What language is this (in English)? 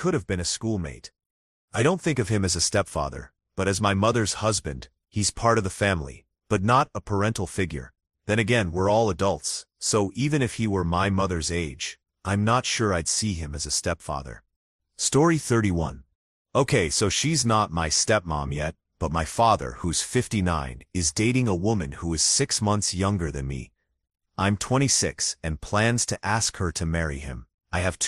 English